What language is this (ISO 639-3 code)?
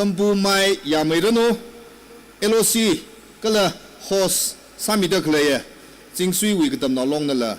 nmf